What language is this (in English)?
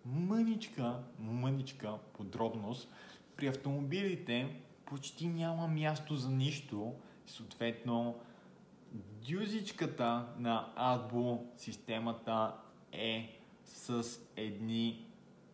Bulgarian